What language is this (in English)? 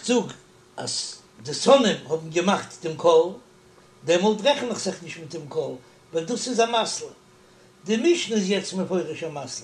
Yiddish